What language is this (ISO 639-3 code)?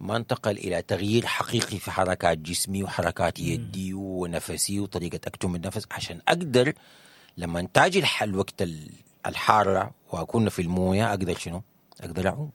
apd